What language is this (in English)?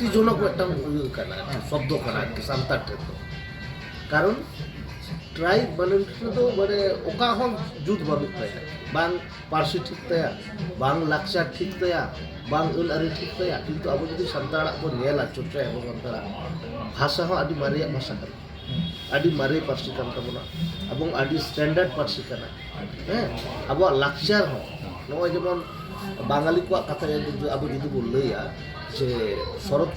Santali